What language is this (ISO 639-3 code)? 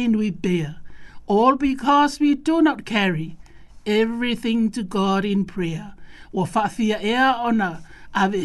smo